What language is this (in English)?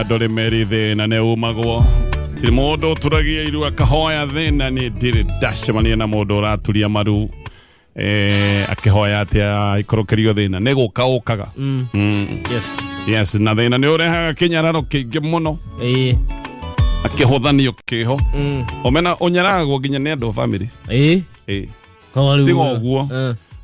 Kikuyu